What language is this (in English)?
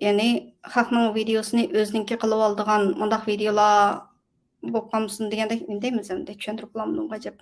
Uyghur